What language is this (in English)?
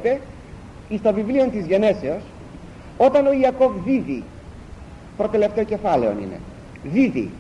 Greek